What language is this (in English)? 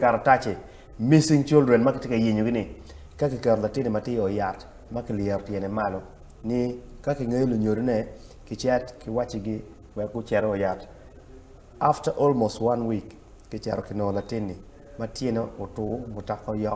Acoli